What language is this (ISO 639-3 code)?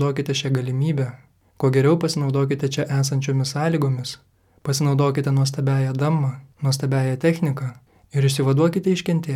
lit